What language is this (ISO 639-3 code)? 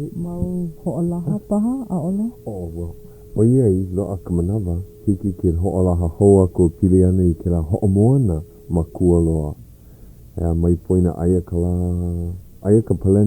haw